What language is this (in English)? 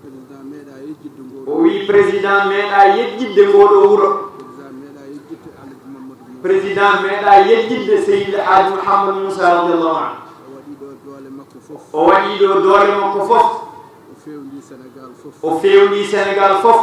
Fula